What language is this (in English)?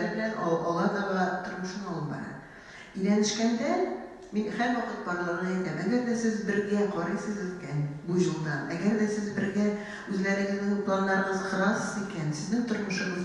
Tatar